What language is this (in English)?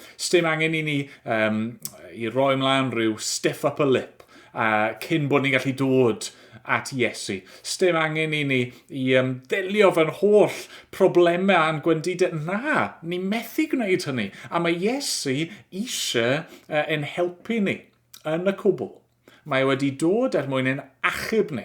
Welsh